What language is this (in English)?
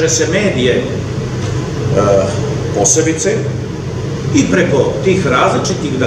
Bosnian